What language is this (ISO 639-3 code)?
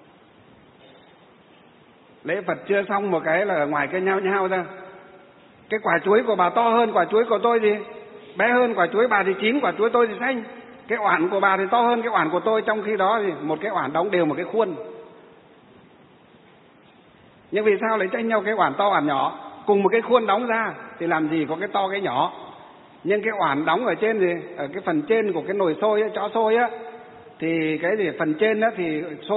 vie